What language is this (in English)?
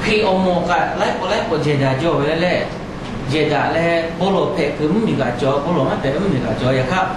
Lahu